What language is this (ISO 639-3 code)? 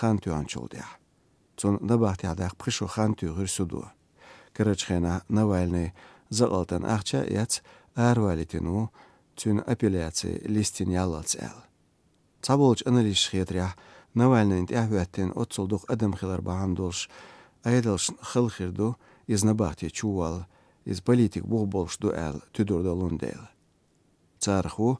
che